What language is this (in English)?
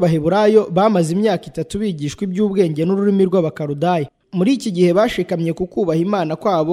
Kinyarwanda